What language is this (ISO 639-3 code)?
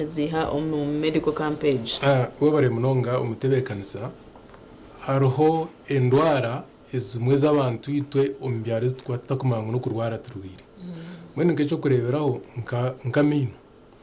nyn